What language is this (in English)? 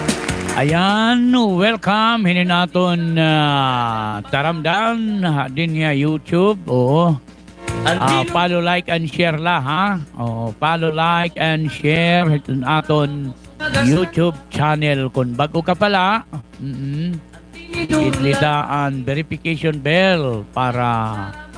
Waray